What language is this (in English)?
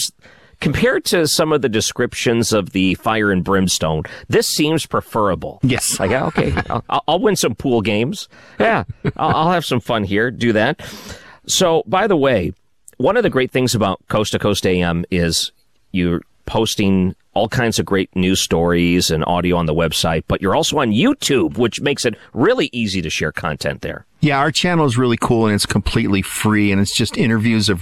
English